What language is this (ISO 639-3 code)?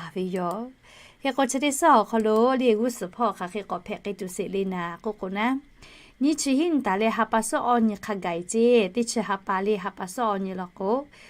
lhu